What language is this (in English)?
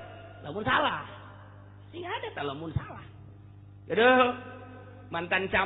Sundanese